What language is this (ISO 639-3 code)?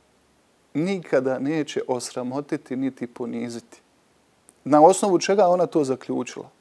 bos